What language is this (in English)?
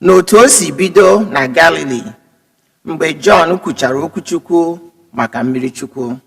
Igbo